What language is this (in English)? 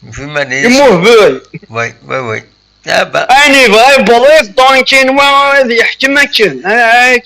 Kabyle